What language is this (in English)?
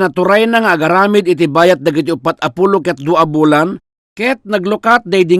Iloko